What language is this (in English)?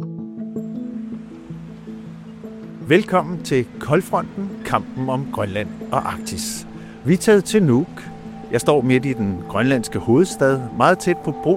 Danish